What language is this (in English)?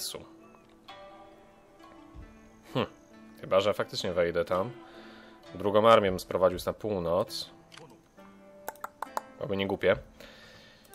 Polish